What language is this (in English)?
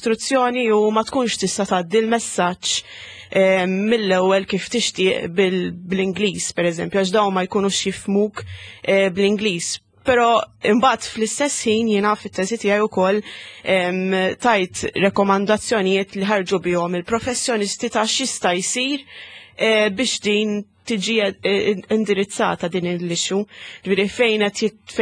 Maltese